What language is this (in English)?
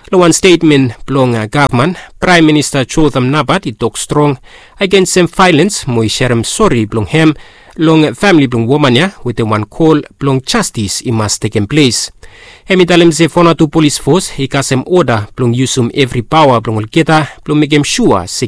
Bislama